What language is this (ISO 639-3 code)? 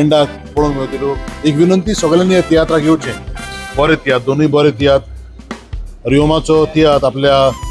kok